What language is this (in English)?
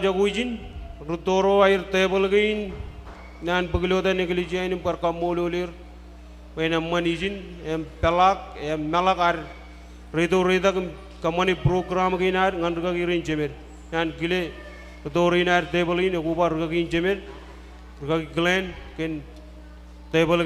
Marshallese